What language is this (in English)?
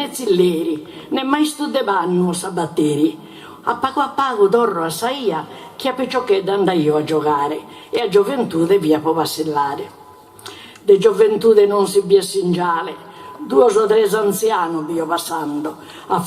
Sardinian